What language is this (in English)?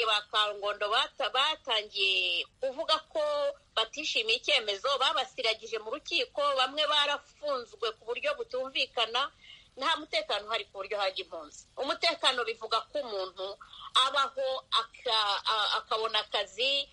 Kinyarwanda